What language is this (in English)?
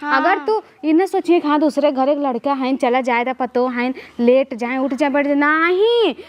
Awadhi